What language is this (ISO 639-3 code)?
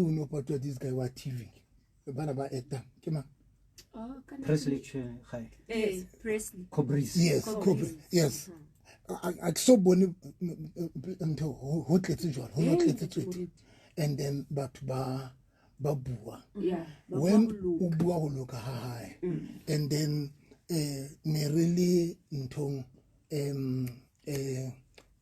sot